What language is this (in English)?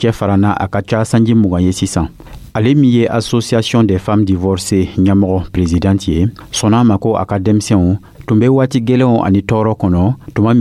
Dyula